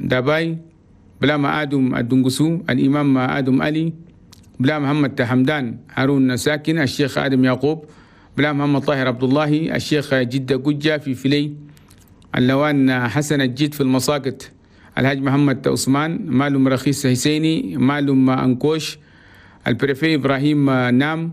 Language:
Chadian Arabic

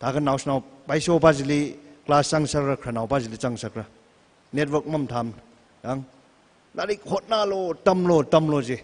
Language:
Tangkhul Naga (India)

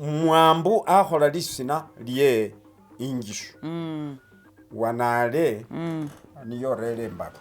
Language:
Masaaba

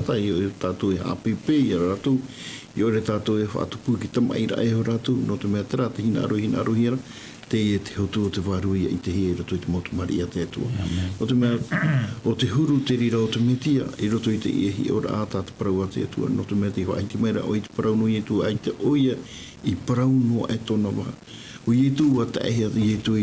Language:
Tahitian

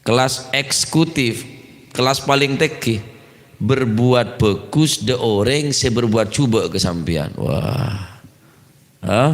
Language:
Madurese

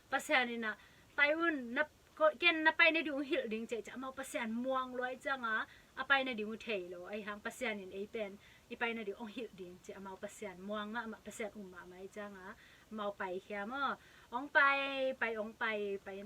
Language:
Tedim Chin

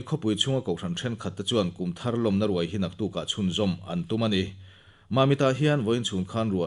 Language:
Mizo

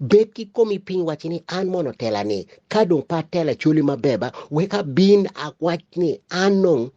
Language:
Acoli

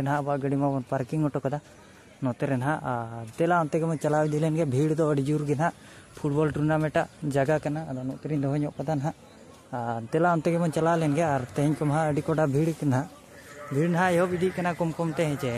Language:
Santali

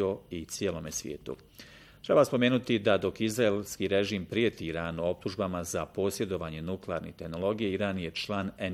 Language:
Bosnian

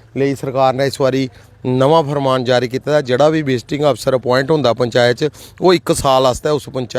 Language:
Dogri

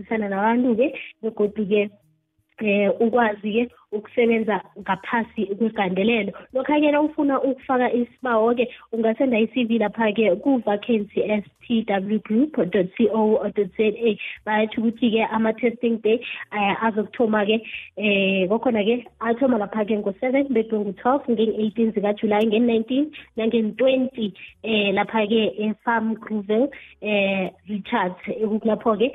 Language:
South Ndebele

